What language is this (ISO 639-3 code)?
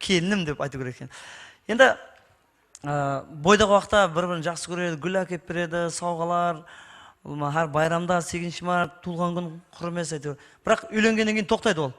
kaa